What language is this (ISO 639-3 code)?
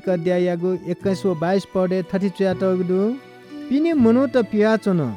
new